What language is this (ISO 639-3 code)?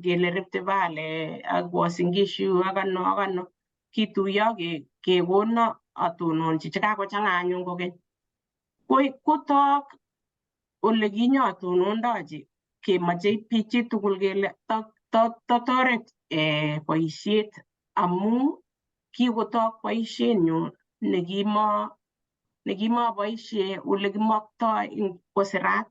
kln